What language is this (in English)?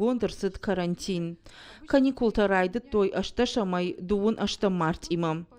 Ossetic